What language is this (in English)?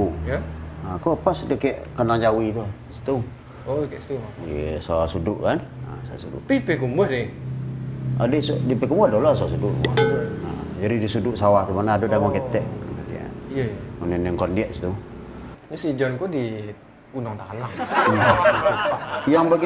Minangkabau